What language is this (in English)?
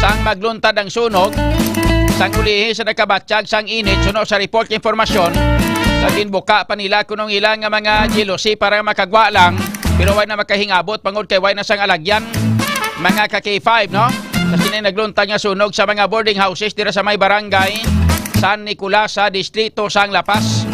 Hiligaynon